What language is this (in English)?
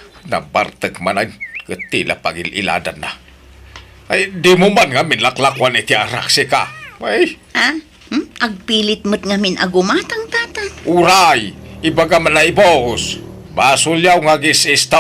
Iloko